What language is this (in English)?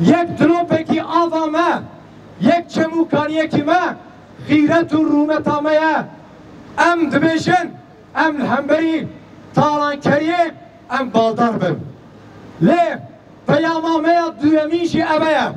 Kurdish